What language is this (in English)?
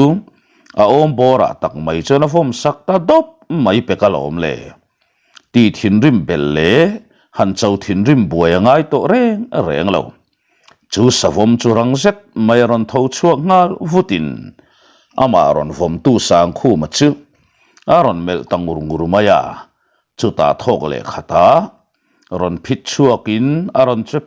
Mizo